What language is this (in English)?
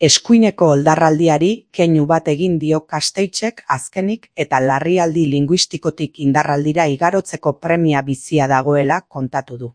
Basque